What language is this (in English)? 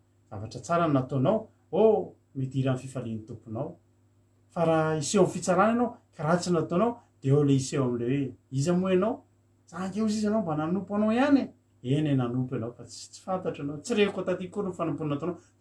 Malagasy